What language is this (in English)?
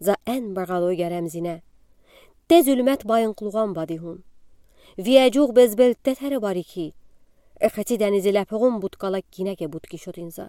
Udi